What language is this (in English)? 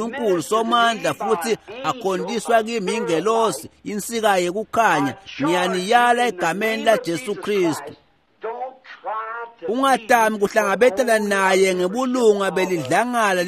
Swati